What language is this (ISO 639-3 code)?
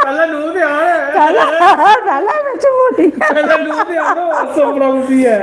doi